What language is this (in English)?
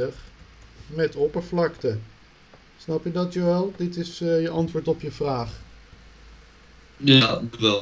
Dutch